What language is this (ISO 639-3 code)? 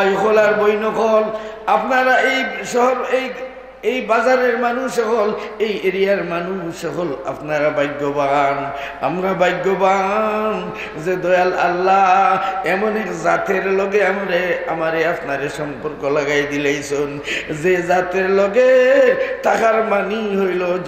syl